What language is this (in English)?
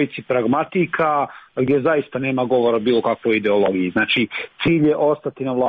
Serbian